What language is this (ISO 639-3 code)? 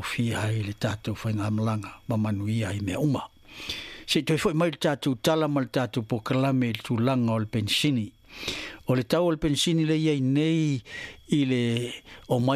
smo